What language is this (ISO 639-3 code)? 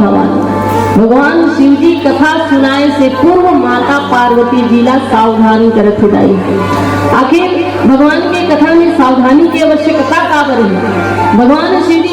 hne